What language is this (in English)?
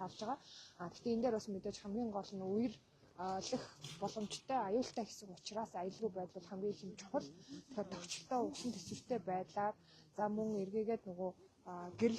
Mongolian